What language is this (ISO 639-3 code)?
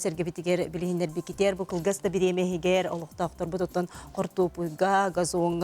sah